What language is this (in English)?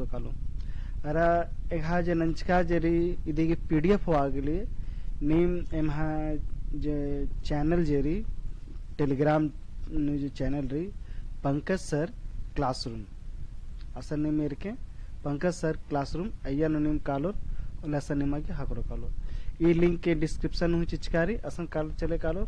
Kurukh